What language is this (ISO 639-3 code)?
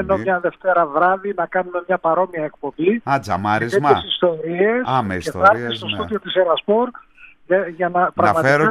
ell